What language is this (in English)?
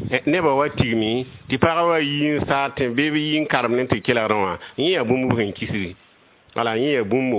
Mossi